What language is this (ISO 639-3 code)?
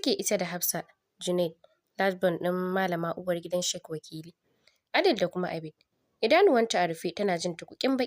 hau